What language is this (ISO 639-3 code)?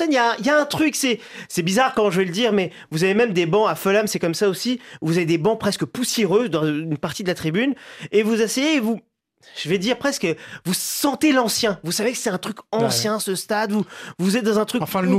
fra